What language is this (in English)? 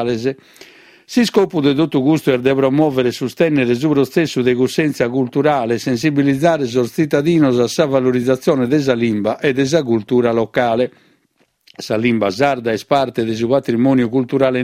Sardinian